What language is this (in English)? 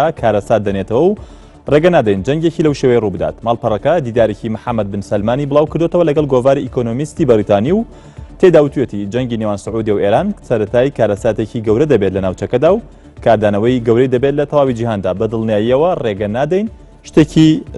Central Kurdish